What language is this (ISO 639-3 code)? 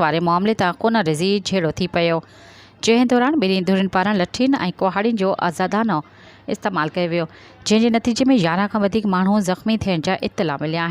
snd